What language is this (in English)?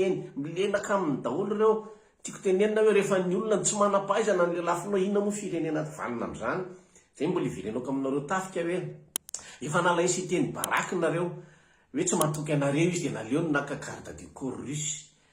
Malagasy